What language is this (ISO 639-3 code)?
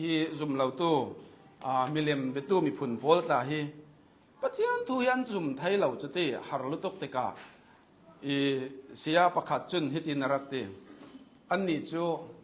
cnh